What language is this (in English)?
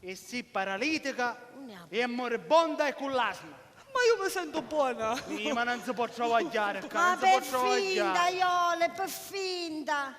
Sicilian